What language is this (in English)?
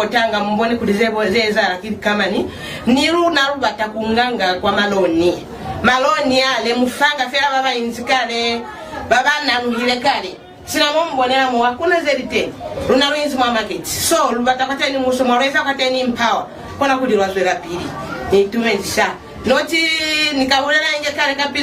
Lozi